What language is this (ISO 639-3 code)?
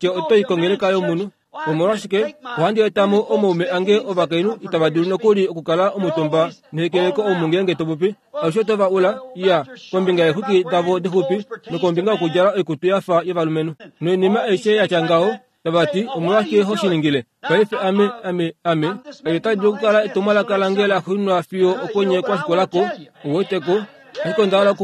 kua